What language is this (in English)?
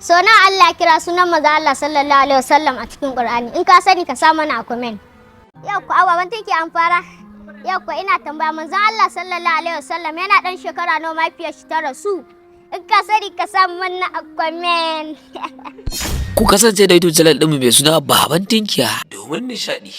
Hausa